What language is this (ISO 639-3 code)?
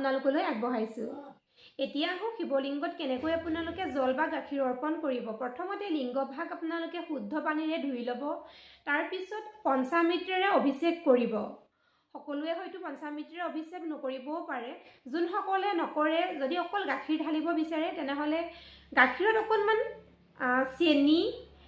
asm